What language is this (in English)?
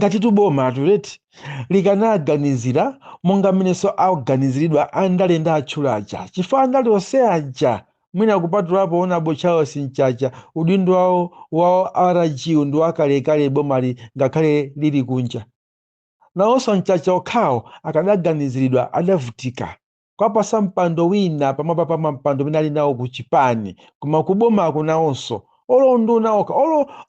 Nyanja